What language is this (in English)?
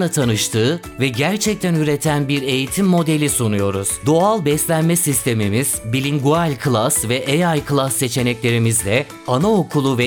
Turkish